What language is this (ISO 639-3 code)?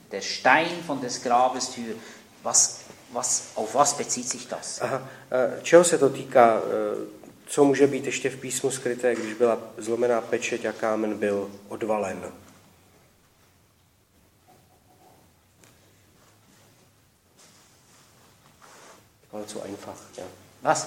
ces